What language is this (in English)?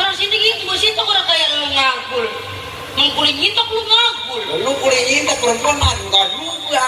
Betawi